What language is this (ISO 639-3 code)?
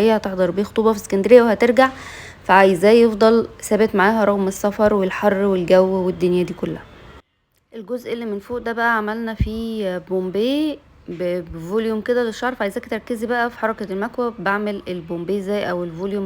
arz